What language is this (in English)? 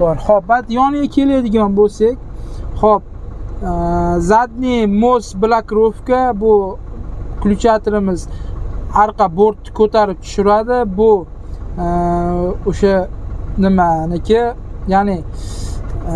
Uzbek